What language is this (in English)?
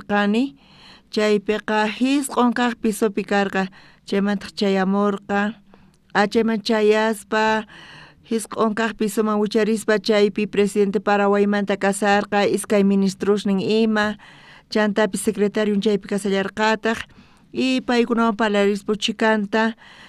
South Bolivian Quechua